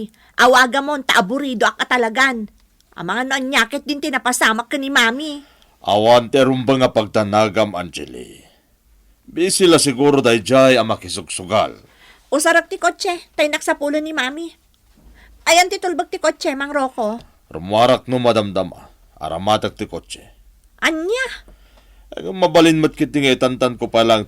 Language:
Iloko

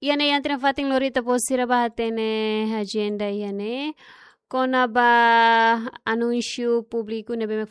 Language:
Tetum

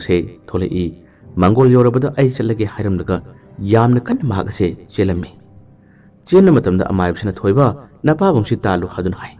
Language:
Manipuri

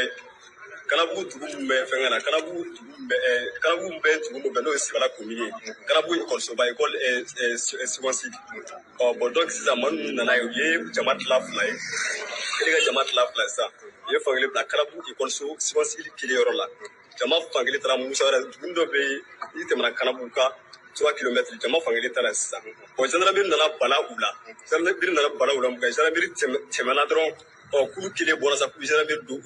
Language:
Bambara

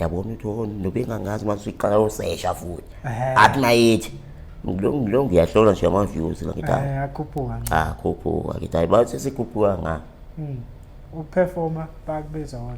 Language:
Zulu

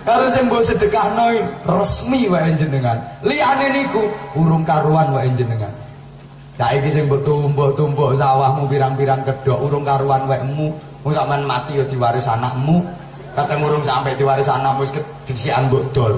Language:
Javanese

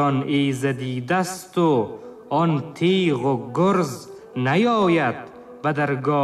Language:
Tajik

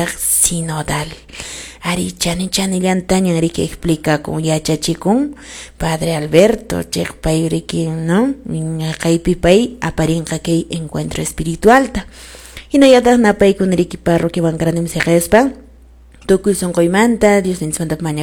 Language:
Quechua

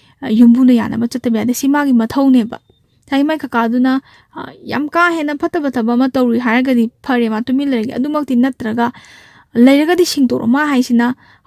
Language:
Manipuri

